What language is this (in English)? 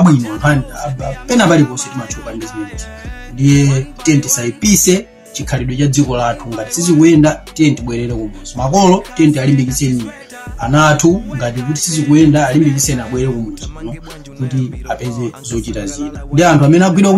Nyanja